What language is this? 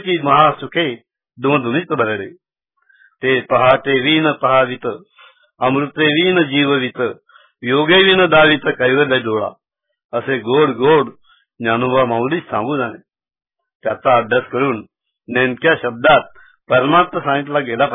Marathi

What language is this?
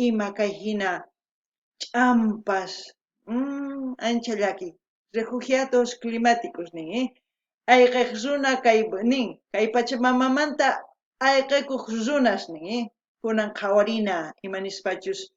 South Bolivian Quechua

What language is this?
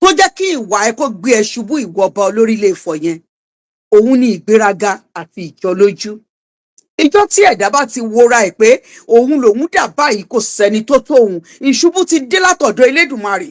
Yoruba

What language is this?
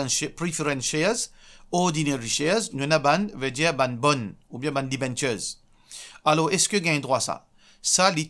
Morisyen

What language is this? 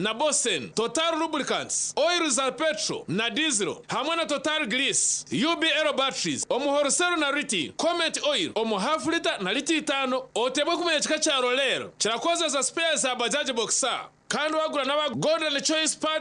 Nyankole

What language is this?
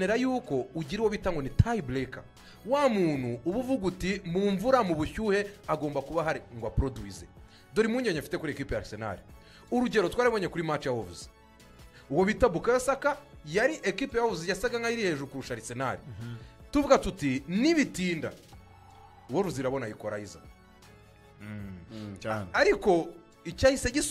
Kinyarwanda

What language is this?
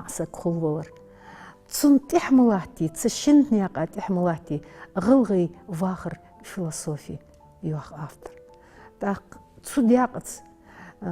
Ingush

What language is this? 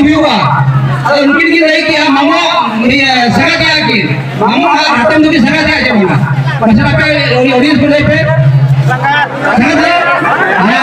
Santali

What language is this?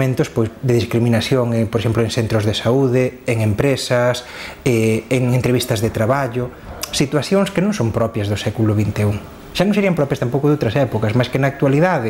Galician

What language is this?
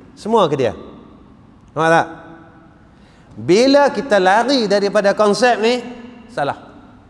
Malay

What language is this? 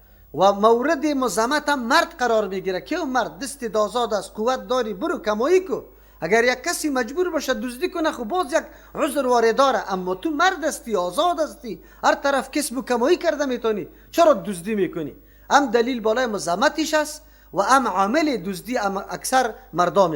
Persian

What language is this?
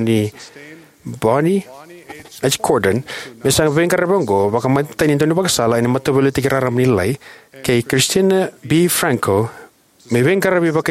Fijian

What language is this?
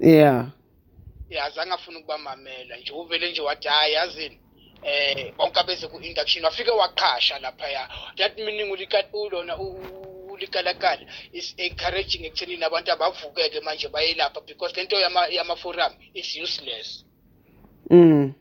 Zulu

